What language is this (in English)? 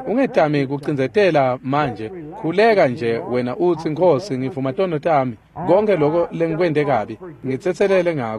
Swati